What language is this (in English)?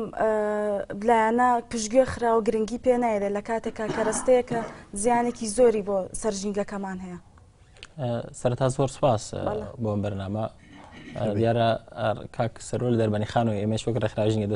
Central Kurdish